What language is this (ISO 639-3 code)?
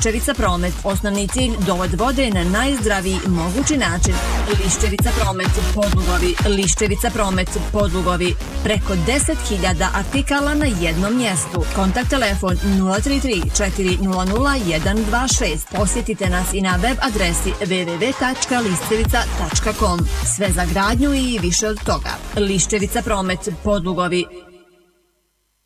bos